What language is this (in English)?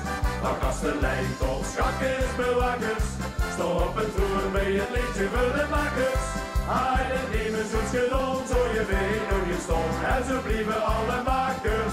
Limburgish